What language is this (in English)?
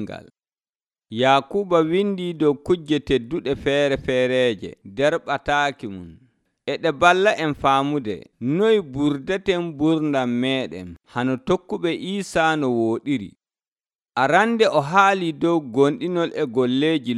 Nigerian Fulfulde